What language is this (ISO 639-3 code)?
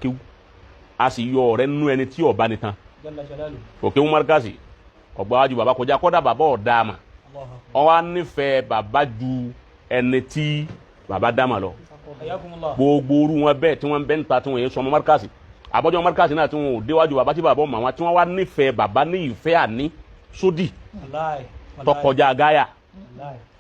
yor